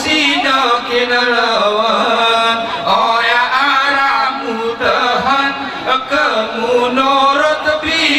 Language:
Gayo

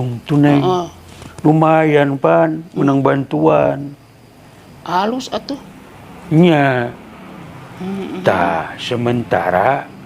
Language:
Sundanese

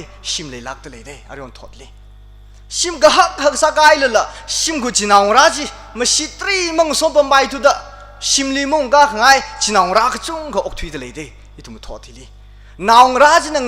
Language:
Tangkhul Naga (India)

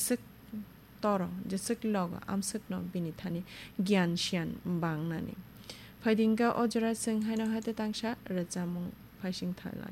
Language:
Kok Borok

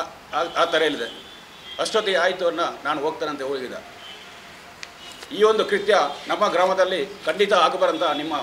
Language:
Kannada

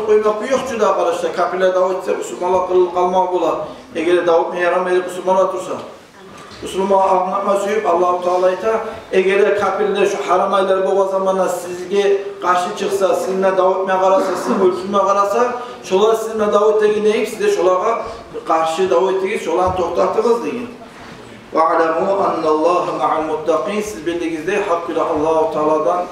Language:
Kumyk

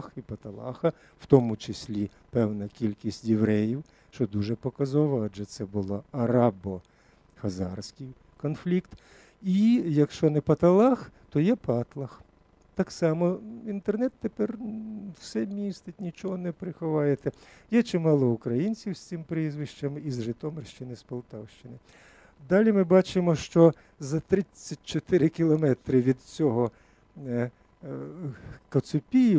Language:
Ukrainian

